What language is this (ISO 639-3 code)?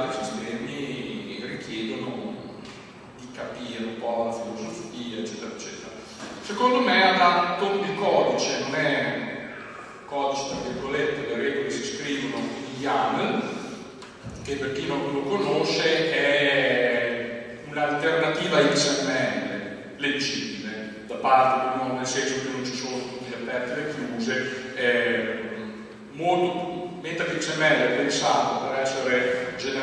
ita